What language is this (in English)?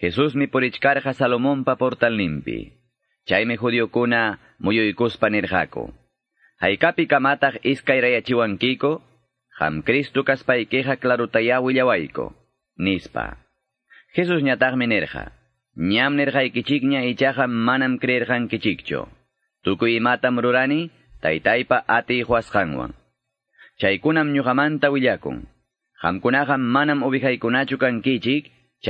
Quechua